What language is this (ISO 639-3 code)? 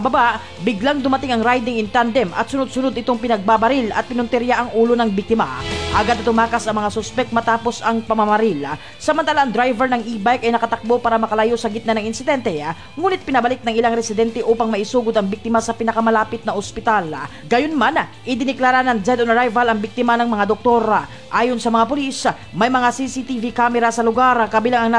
fil